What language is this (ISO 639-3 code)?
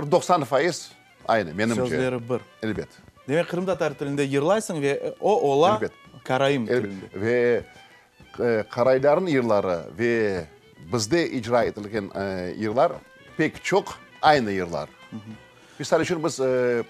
crh